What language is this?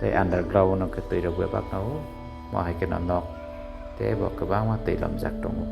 Kok Borok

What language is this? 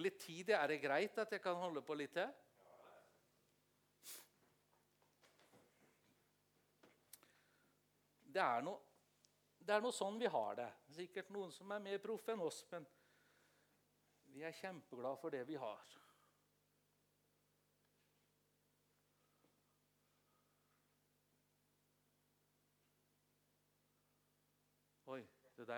Norwegian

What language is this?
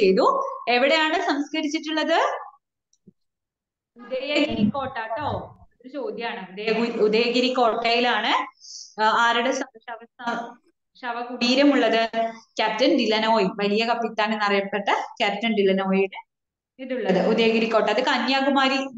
Malayalam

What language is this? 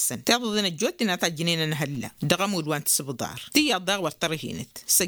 Tamasheq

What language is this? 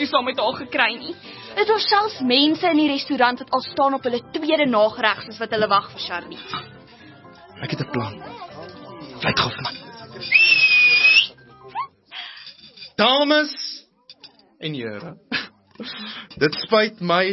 Afrikaans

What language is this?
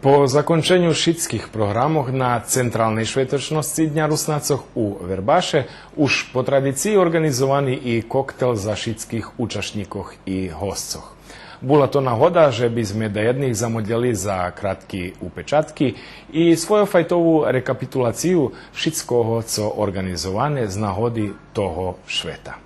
Rusyn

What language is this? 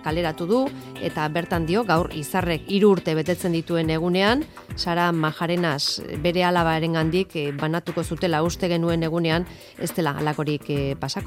Basque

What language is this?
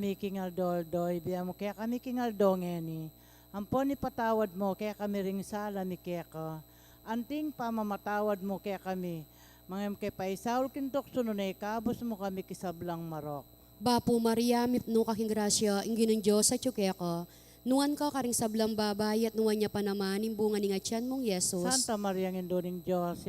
Pampanga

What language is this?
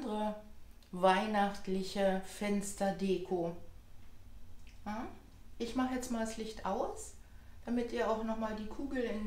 German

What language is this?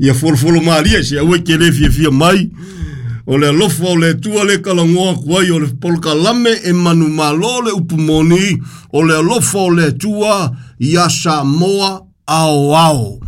Samoan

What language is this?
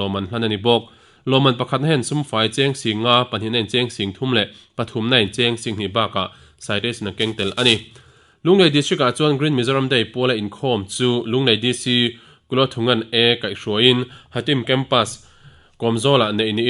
Mizo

